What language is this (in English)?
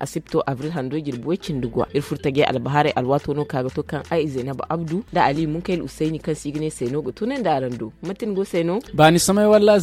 Zarma